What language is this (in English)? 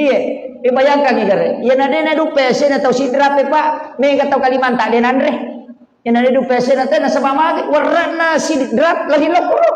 Buginese